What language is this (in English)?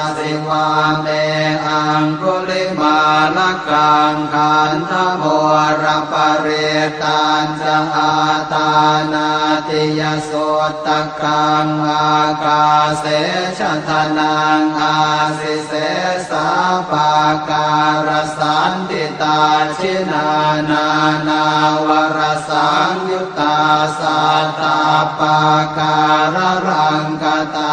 Pali